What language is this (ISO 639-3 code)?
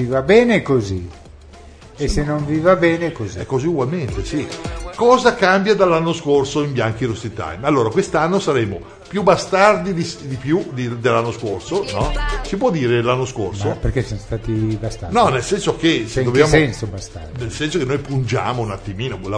ita